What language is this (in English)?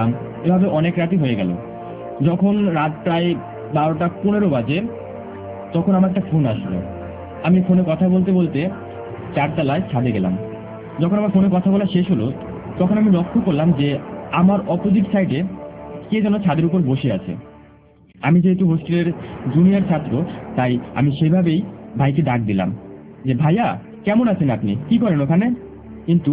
Bangla